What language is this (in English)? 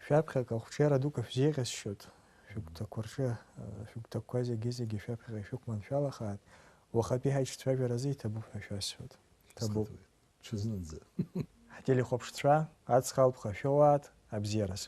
Abkhazian